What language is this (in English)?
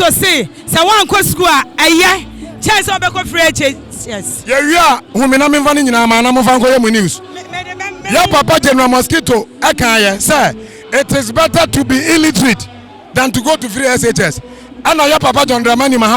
Akan